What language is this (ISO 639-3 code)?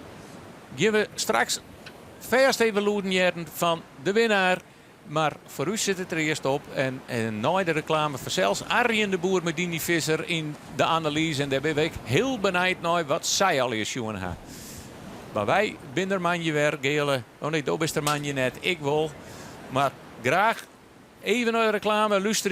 fry